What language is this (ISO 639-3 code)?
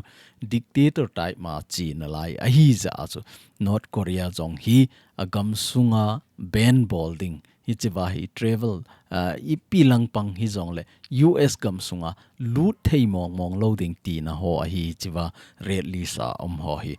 tcz